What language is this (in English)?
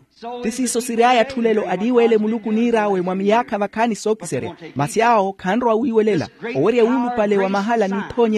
Makhuwa